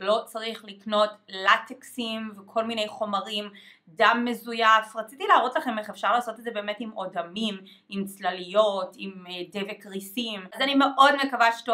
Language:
Hebrew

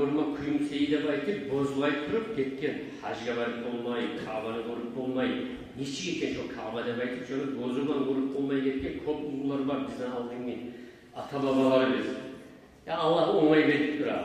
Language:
Kumyk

